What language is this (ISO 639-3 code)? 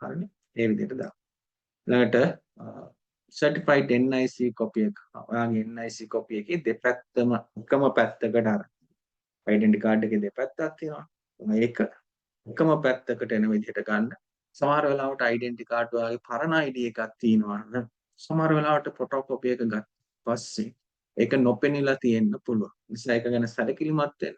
sin